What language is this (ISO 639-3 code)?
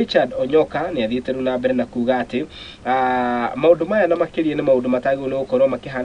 kik